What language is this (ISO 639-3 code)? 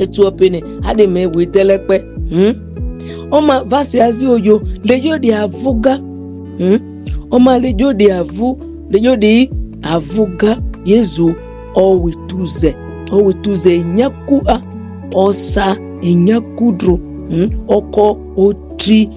mhi